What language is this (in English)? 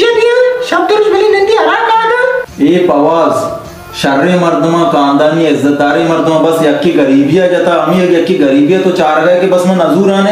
Baluchi